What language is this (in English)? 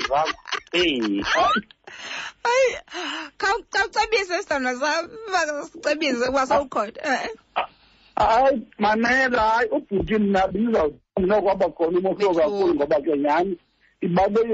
Xhosa